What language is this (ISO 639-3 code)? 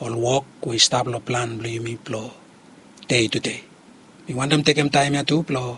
bis